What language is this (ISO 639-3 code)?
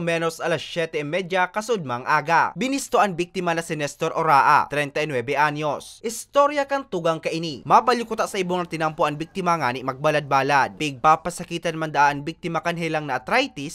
bik